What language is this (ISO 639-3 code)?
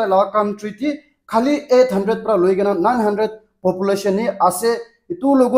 nag